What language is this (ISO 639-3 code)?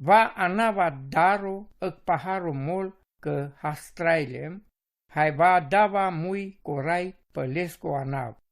rom